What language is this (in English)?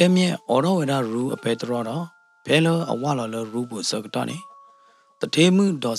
S'gaw Karen